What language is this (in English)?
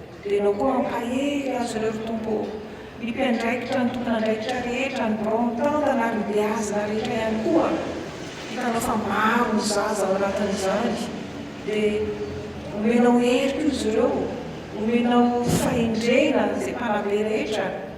Malagasy